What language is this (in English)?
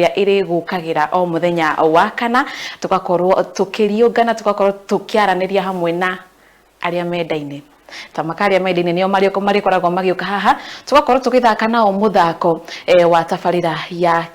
Kikuyu